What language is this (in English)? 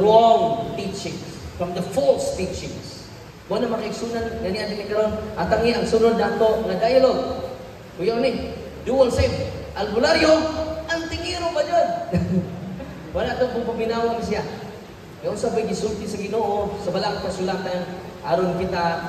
Cebuano